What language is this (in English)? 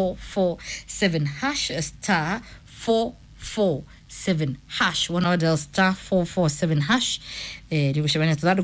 Kikuyu